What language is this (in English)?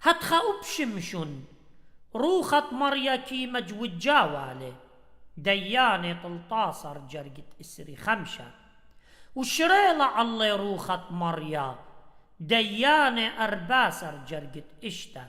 Assyrian Neo-Aramaic